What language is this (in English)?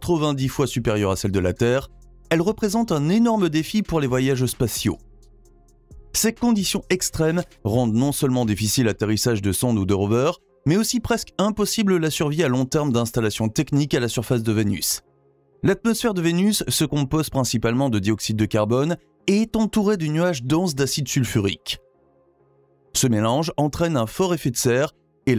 French